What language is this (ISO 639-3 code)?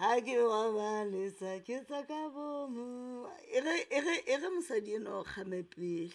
sot